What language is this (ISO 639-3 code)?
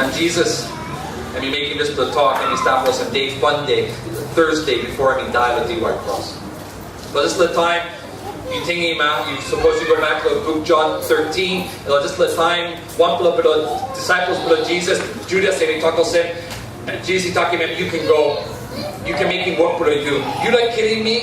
tpi